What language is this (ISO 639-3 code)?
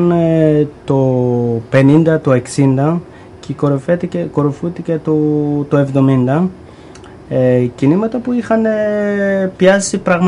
ell